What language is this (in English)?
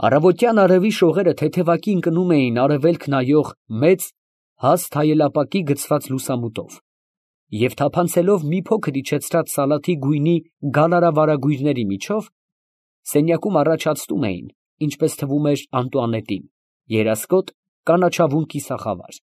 Armenian